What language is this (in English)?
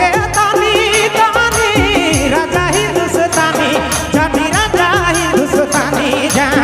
Sadri